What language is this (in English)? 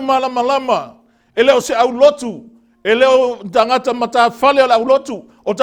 Samoan